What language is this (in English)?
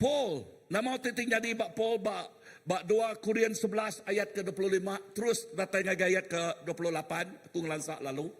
Iban